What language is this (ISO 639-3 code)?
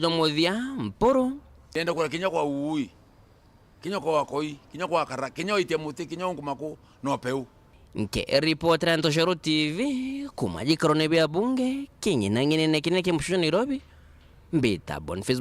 mer